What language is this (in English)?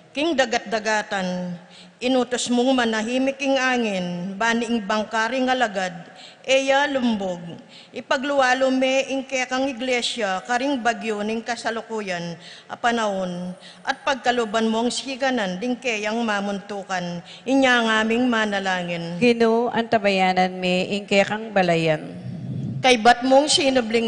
Pampanga